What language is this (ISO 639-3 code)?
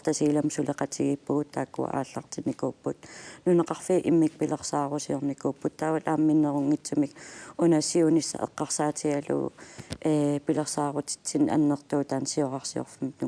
kal